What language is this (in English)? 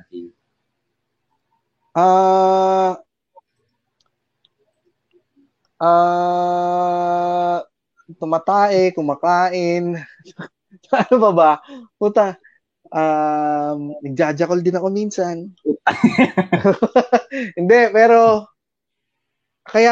Filipino